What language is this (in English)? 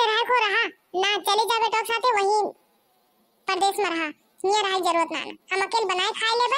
Bhojpuri